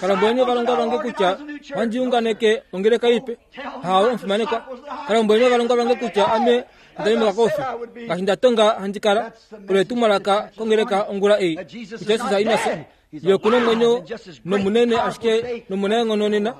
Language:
Kuanyama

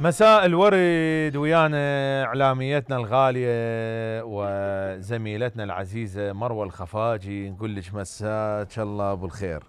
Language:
Mesopotamian Arabic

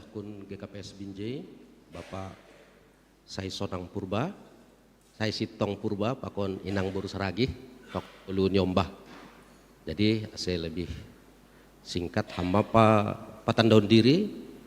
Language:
Batak Simalungun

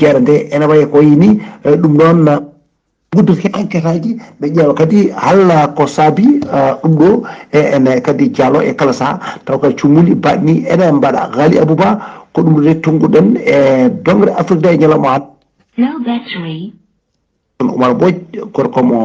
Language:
Fula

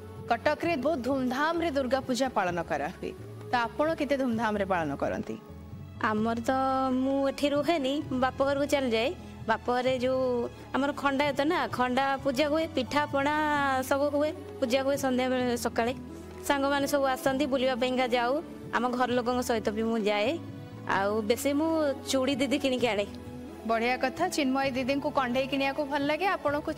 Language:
Odia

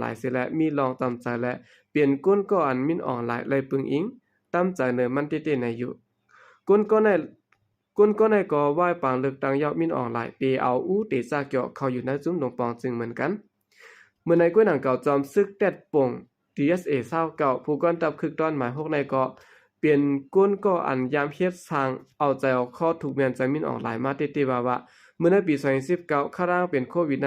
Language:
Shan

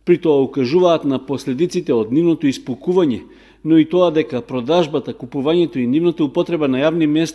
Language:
Macedonian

